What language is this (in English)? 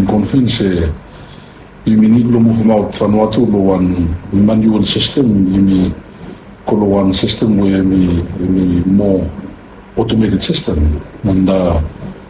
Bislama